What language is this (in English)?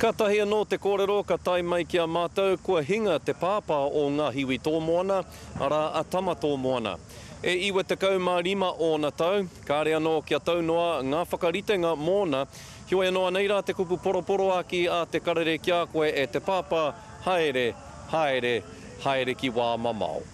Māori